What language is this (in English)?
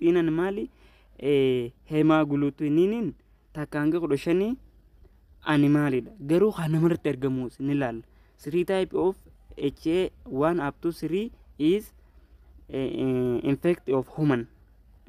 Oromo